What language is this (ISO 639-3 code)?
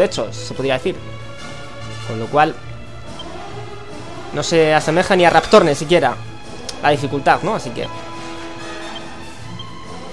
spa